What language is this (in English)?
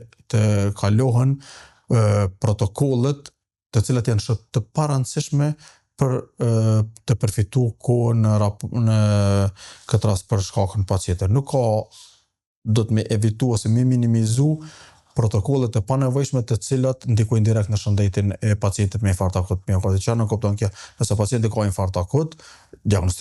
Albanian